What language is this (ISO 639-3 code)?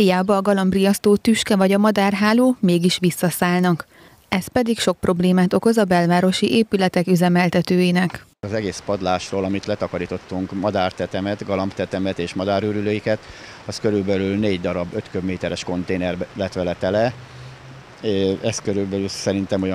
hun